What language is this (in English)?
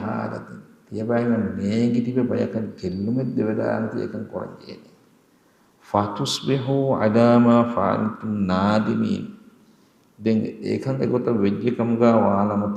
Divehi